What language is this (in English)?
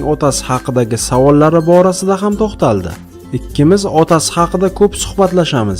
Uzbek